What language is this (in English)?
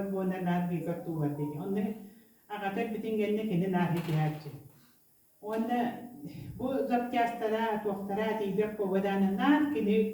Yakut